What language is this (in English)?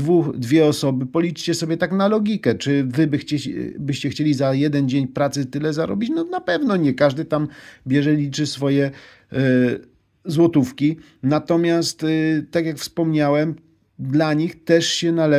Polish